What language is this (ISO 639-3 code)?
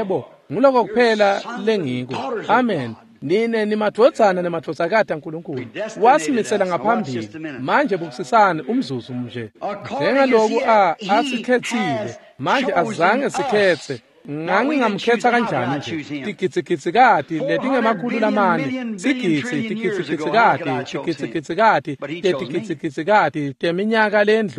ssw